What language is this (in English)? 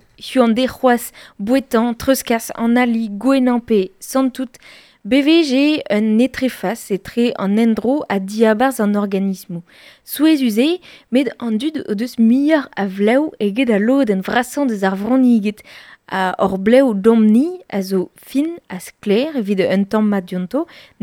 Breton